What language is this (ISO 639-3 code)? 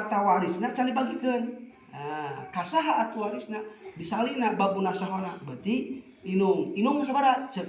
sun